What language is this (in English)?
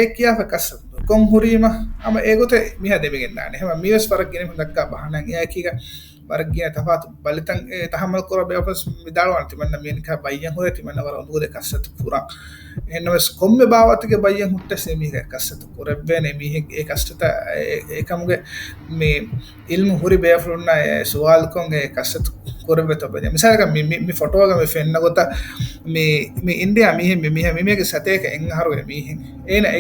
Divehi